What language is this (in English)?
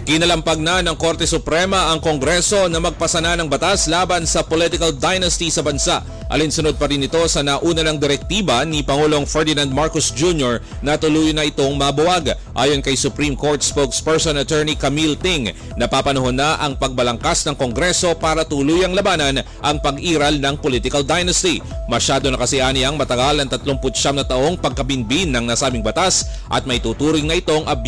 Filipino